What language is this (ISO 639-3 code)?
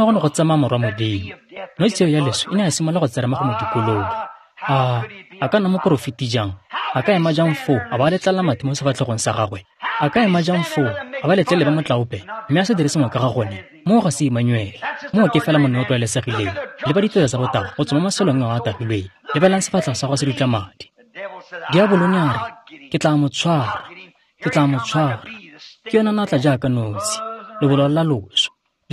tsn